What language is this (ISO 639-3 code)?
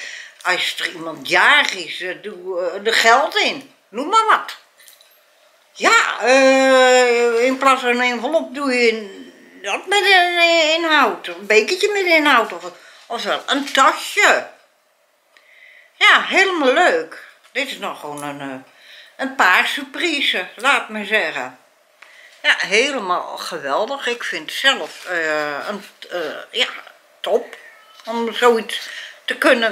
nld